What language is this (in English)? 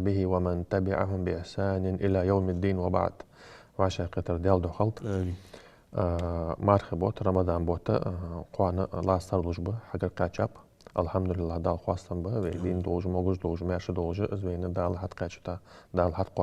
Ingush